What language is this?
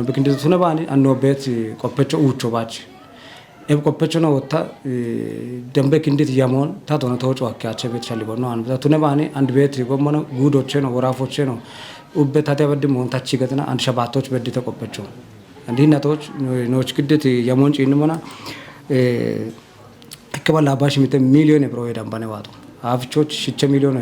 Kafa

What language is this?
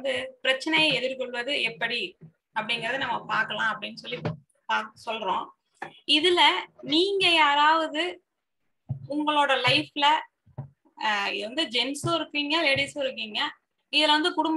Tamil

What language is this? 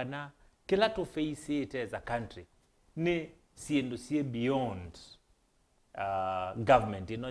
Kamba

